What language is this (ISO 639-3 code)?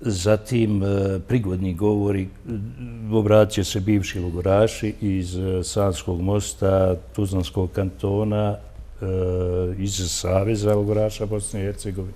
bos